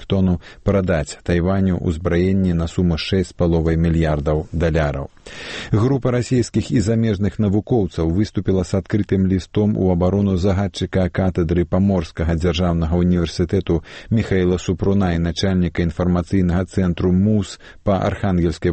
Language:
Belarusian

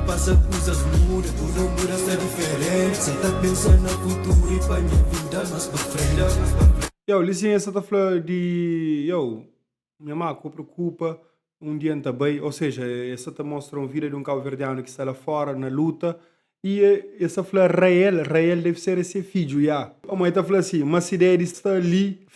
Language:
Kabuverdianu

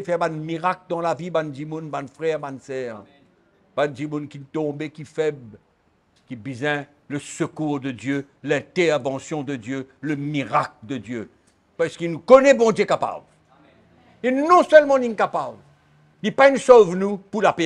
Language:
Morisyen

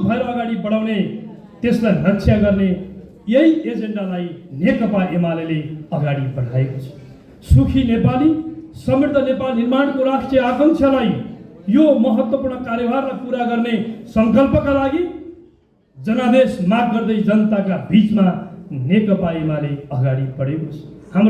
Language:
Nepali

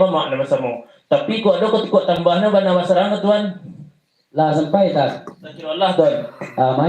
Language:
Minangkabau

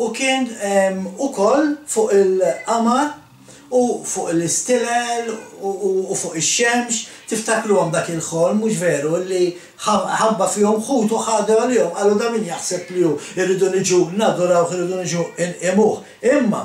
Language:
Maltese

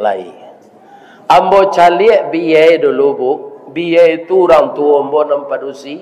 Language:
Minangkabau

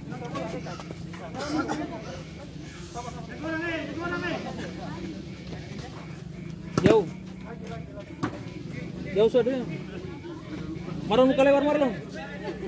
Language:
Ambonese Malay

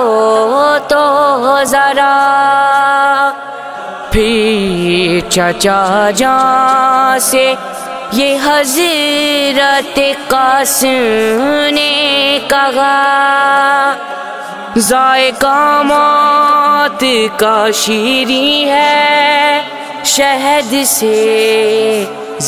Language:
Urdu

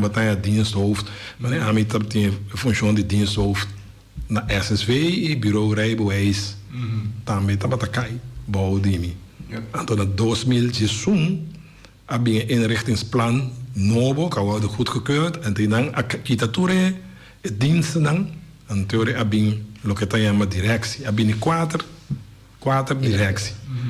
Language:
Papiamento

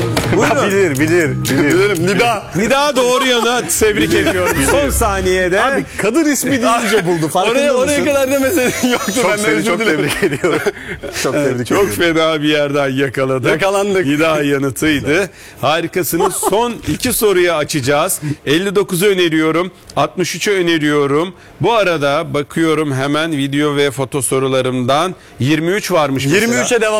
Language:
Turkish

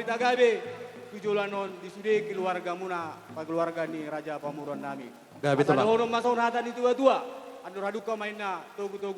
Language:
Batak Toba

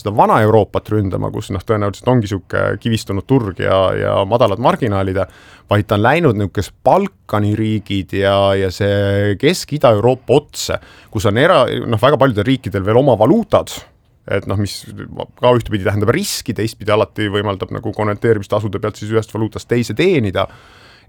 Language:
Estonian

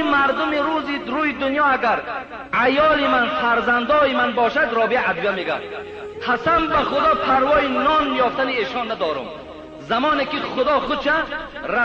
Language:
Tajik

